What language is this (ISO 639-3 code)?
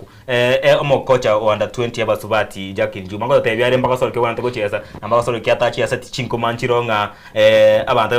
guz